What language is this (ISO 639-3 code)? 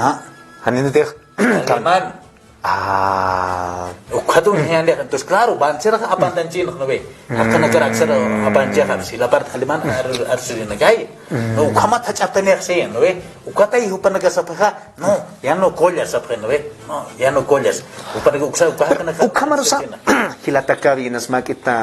aym